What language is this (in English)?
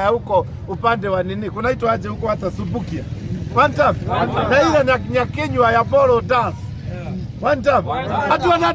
Kikuyu